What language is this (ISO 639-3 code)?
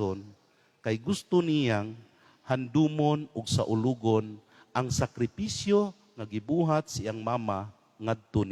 ceb